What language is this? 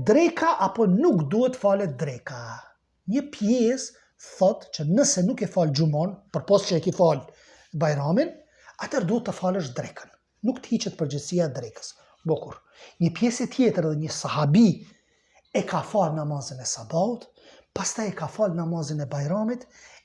Albanian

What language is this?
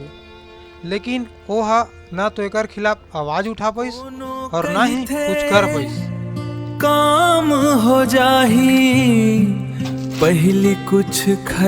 Chhattisgarhi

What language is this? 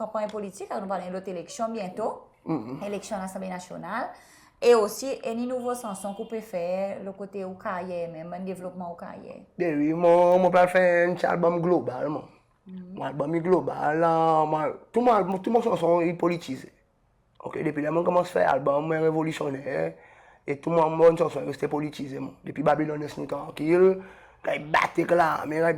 Seselwa Creole French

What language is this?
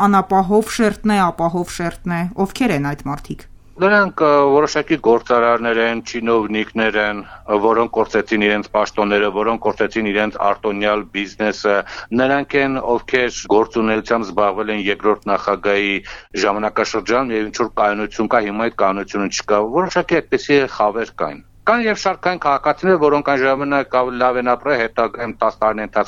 Armenian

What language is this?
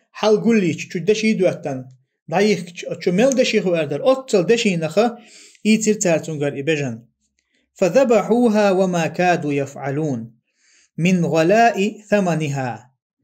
Chechen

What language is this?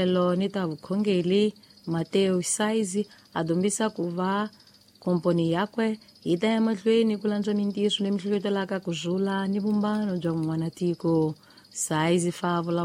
Tsonga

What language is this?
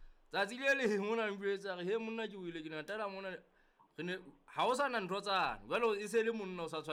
Southern Sotho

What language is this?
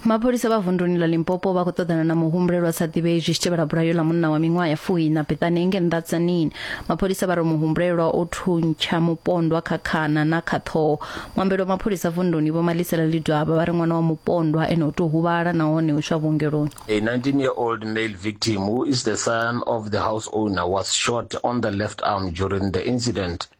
Venda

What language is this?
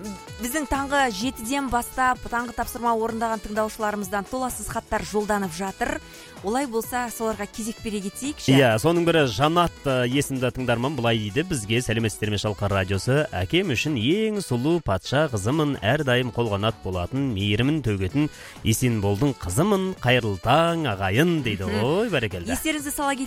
Kazakh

